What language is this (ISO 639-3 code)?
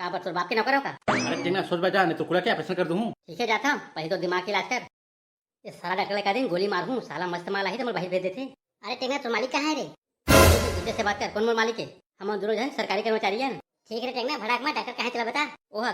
hne